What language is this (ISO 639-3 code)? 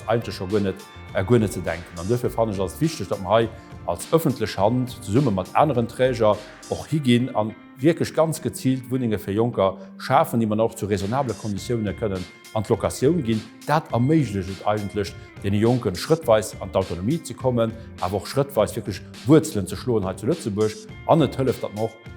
ltz